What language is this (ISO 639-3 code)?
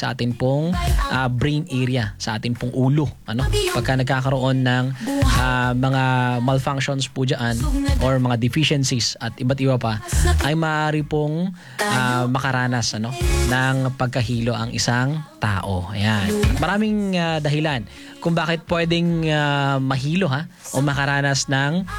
fil